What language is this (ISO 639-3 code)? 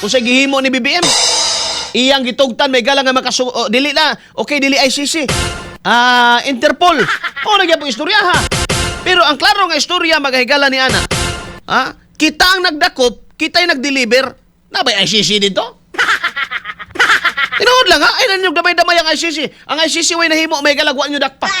ceb